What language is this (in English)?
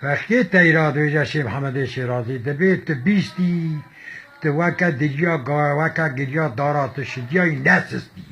Kurdish